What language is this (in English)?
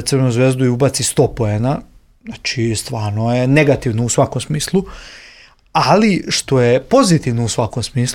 Serbian